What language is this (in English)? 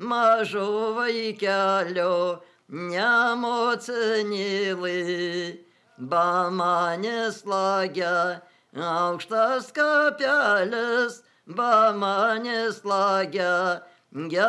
Lithuanian